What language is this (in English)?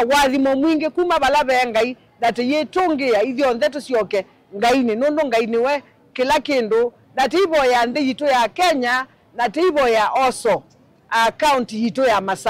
Kamba